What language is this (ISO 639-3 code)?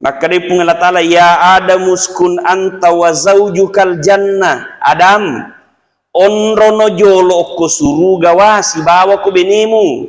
bug